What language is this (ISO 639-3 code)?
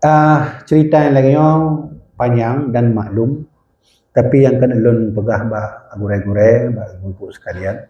ace